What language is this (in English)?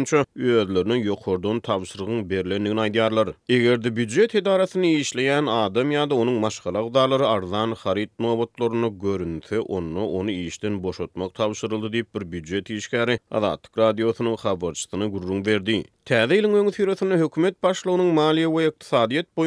Turkmen